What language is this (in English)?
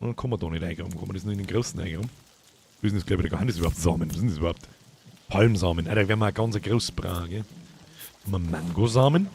Bavarian